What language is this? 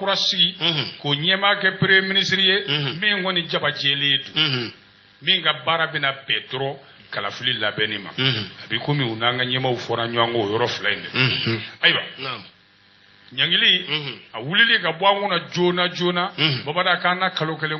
Bambara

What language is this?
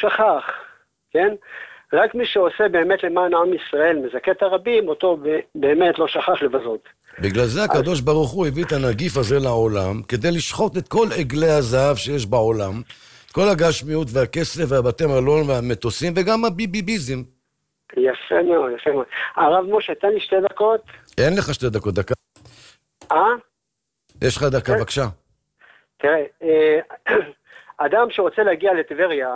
Hebrew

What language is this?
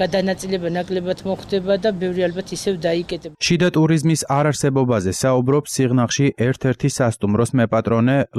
Georgian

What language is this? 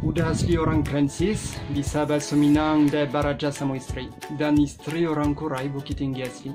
Minangkabau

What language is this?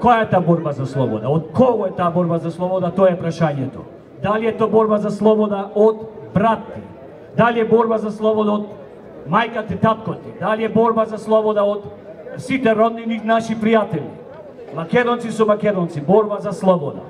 Macedonian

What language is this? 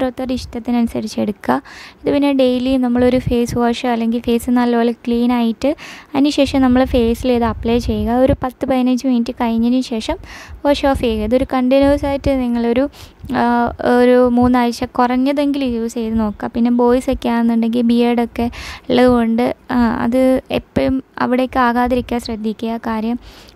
Malayalam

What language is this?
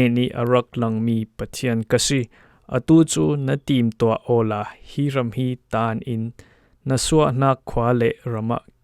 Falam Chin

